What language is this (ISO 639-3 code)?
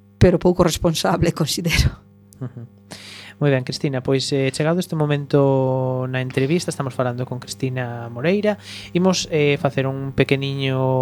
glg